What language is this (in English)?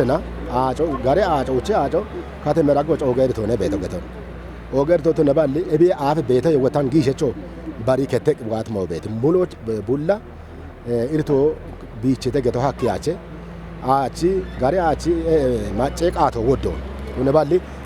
Kafa